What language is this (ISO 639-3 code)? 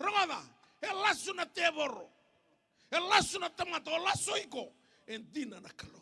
fij